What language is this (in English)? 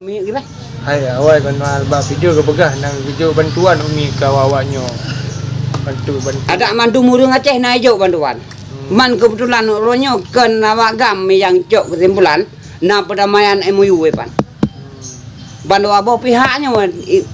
Achinese